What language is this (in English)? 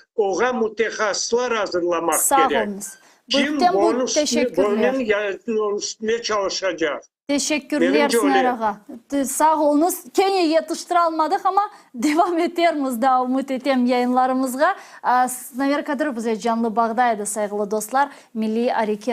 Crimean Tatar